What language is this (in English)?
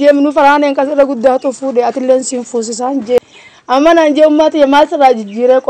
Oromo